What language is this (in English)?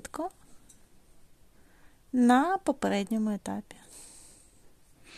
Ukrainian